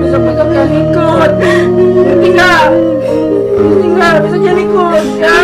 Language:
Betawi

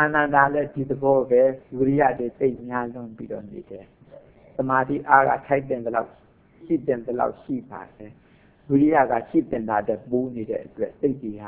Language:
Burmese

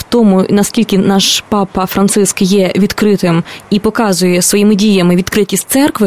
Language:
Ukrainian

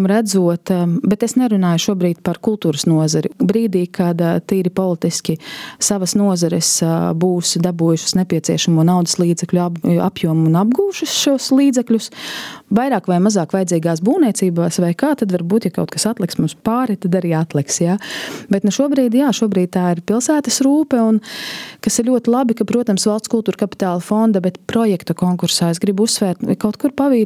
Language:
Latvian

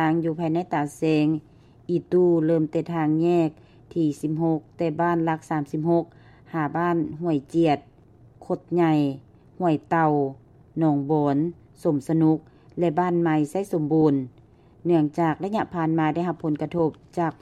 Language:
Lao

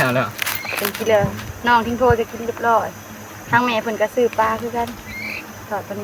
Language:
Northeastern Thai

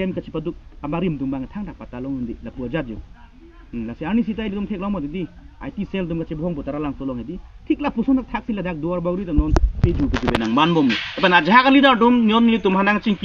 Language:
Karbi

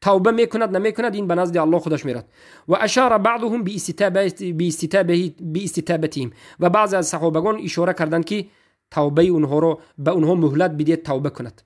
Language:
Tajik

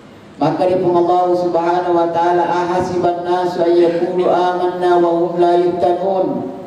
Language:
Indonesian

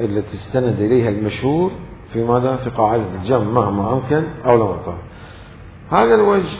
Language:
Mesopotamian Arabic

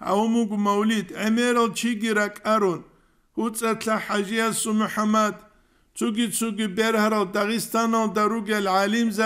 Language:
Avaric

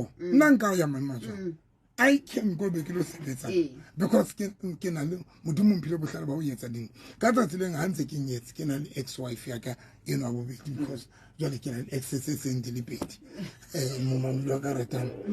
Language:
Southern Sotho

